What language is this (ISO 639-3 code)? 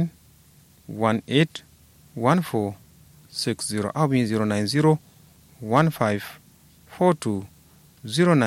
kau